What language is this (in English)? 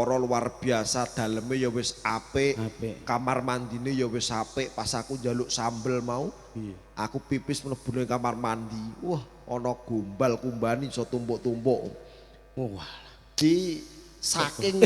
Javanese